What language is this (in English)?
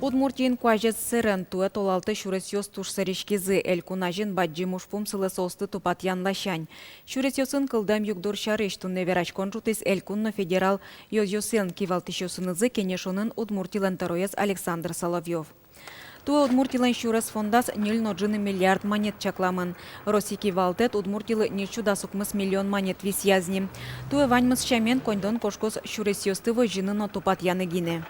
Udmurt